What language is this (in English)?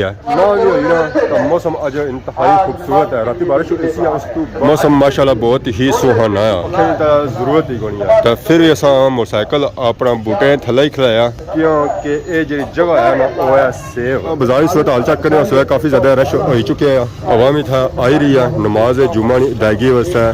Pahari-Potwari